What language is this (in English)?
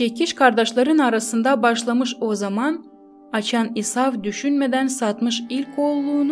Gagauz